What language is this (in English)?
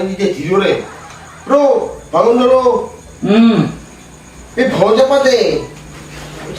Ambonese Malay